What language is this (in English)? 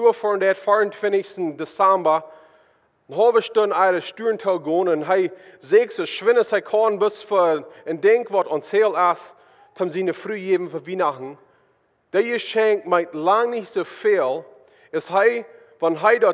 Plautdietsch